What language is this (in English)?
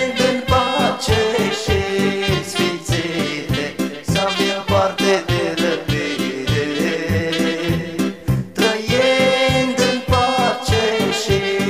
Romanian